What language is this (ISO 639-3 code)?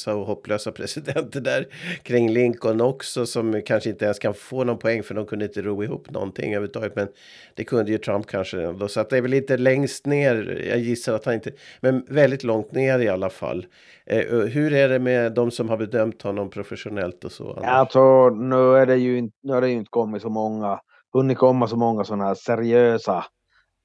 swe